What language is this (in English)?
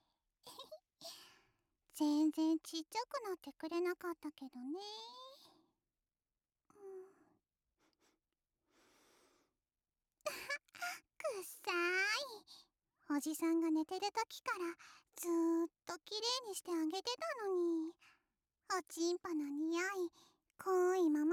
Japanese